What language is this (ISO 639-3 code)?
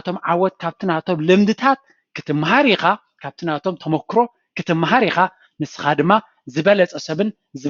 tir